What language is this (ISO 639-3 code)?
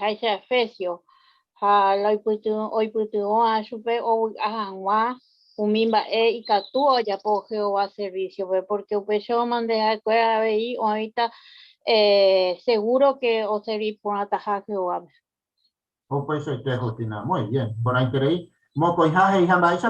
grn